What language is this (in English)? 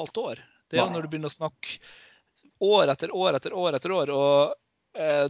Norwegian